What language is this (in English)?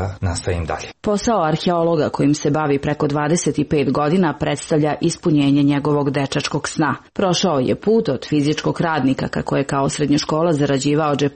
Serbian